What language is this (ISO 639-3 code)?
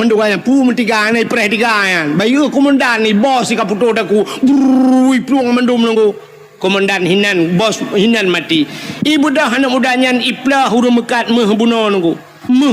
ace